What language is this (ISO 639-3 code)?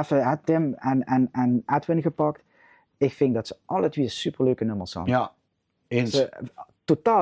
lim